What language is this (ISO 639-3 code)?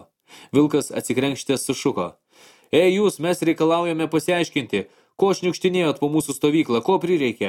lit